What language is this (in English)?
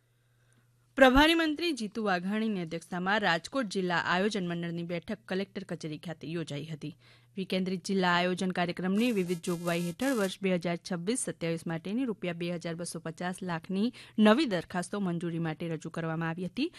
Gujarati